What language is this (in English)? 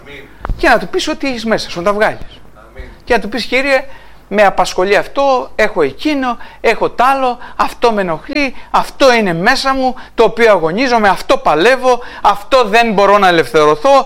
Greek